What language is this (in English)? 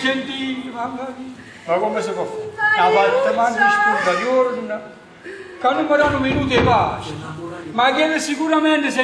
Neapolitan